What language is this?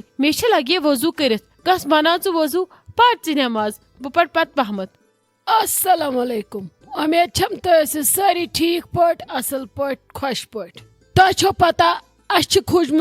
Kashmiri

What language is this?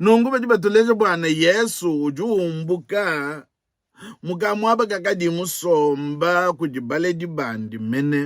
Luba-Lulua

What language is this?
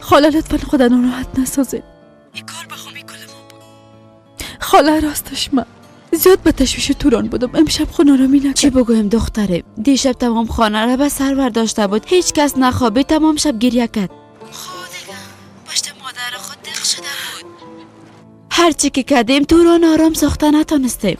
Persian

